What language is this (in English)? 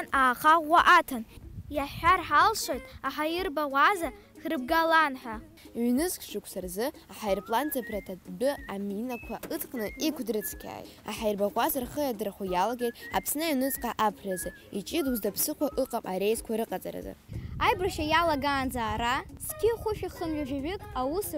Abkhazian